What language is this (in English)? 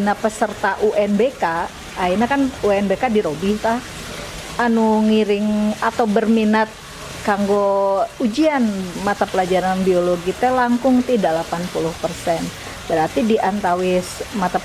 Sundanese